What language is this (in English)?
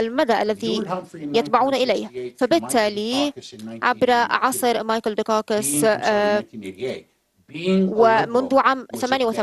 Arabic